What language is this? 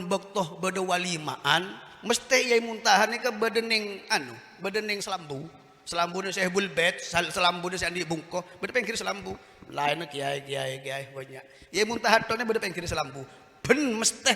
Madurese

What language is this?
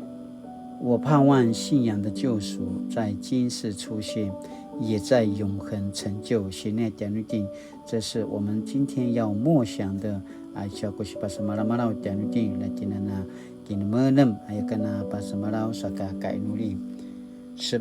Paiwan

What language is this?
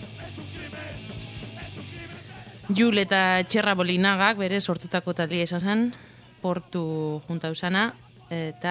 Basque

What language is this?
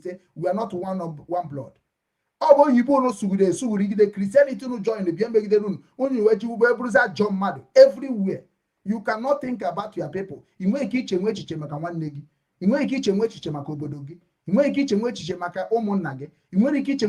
Igbo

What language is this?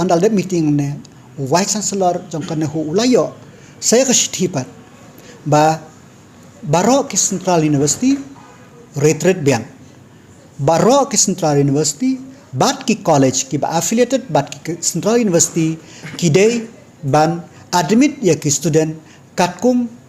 Khasi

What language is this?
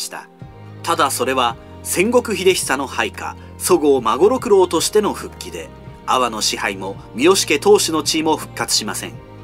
Japanese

